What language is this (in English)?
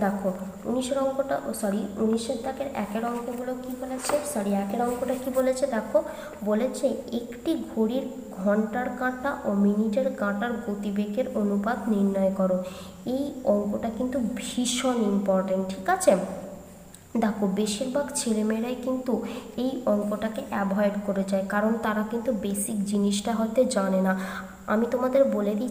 Bangla